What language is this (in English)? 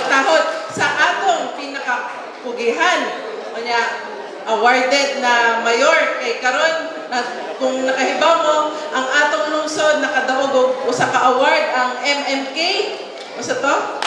Cebuano